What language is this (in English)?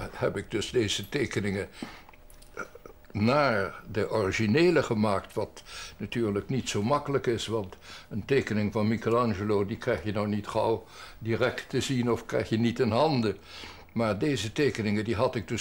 Dutch